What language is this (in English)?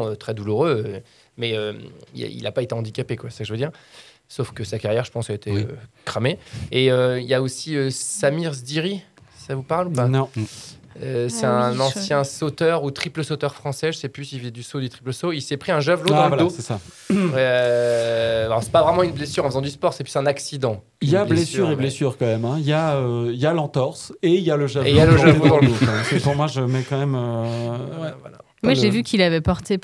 French